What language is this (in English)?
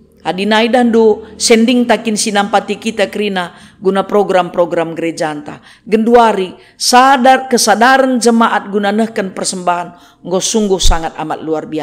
Batak Karo